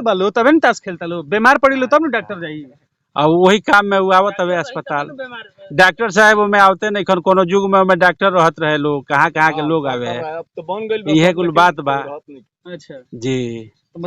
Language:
Bhojpuri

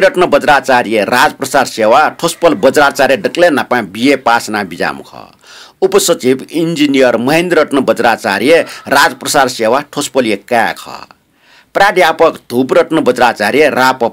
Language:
Newari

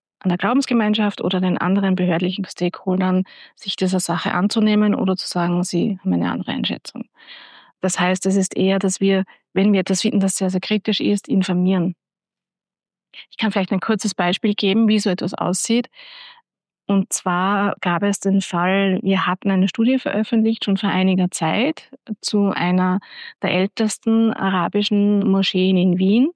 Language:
German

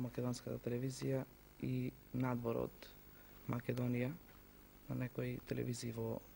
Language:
Macedonian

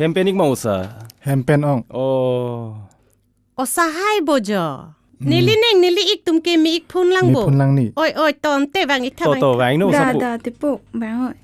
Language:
Karbi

